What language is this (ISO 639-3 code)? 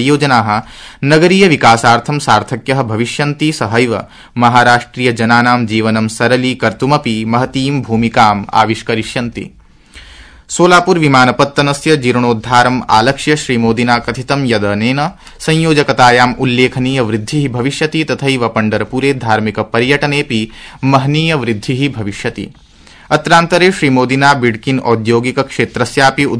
san